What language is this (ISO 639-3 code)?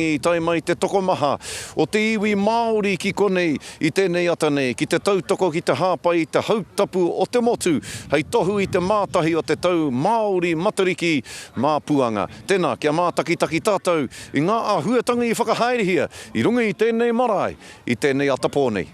mri